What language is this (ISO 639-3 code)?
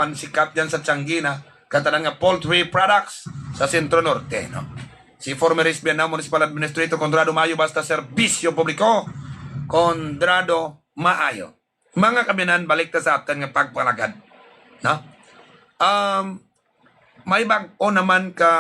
hil